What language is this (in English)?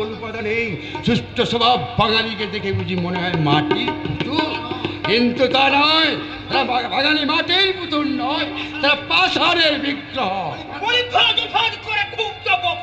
Bangla